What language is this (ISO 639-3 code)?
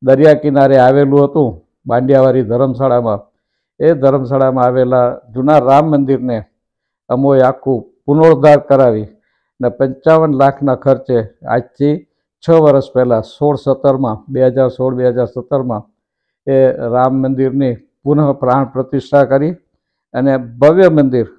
guj